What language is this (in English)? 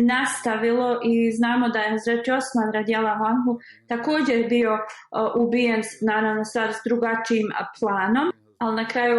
Bosnian